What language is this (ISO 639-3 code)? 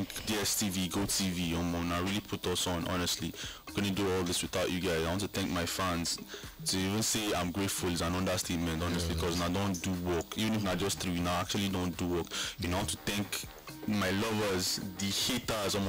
pcm